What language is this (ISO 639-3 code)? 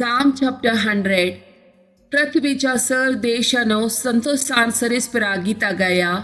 kok